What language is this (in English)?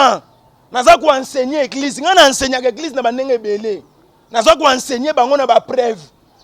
Lingala